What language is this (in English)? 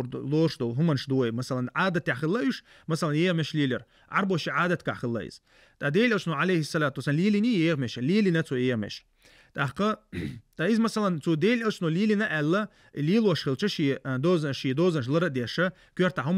Chechen